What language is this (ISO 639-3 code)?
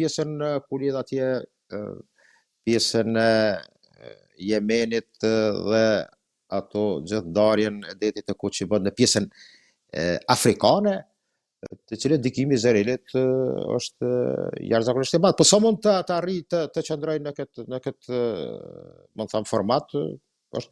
sqi